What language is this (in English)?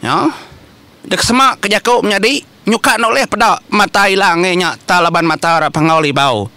Iban